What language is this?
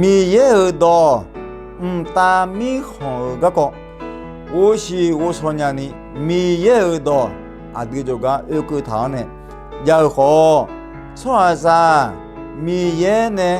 Akha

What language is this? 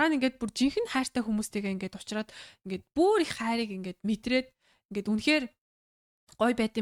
Mongolian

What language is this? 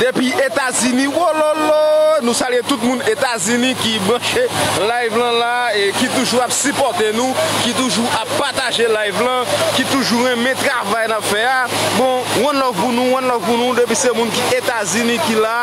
Haitian Creole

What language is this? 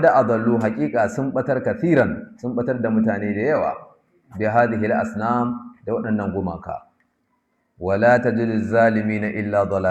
Hausa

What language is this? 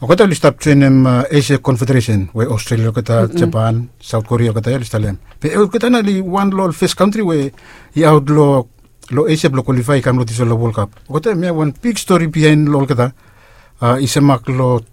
Bislama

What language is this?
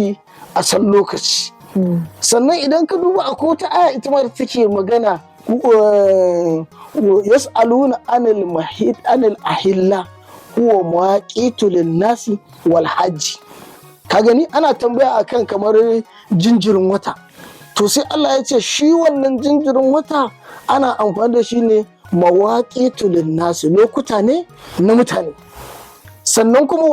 Hausa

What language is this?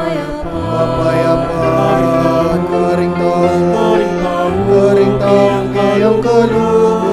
Pampanga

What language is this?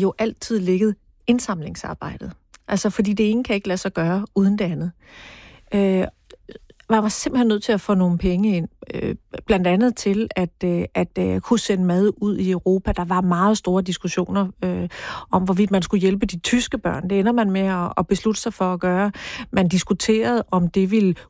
Danish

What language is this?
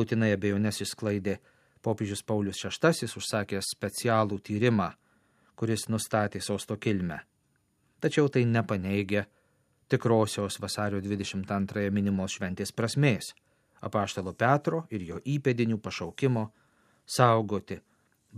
Lithuanian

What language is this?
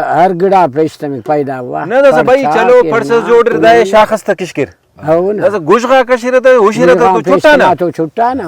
Brahui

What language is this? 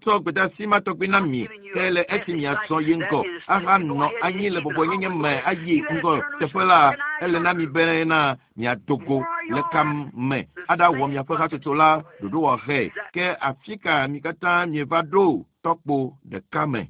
Ewe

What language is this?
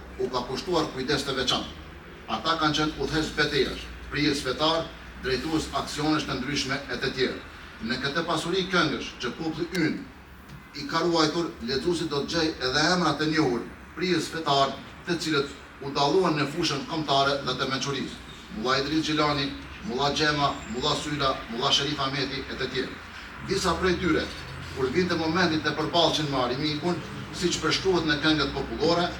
Albanian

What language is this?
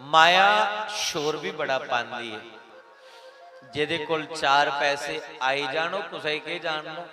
Dogri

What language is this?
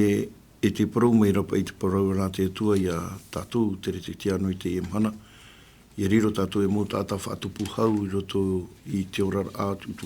Tahitian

